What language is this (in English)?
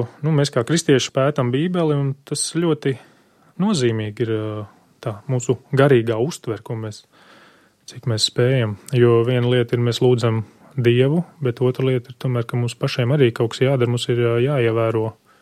Latvian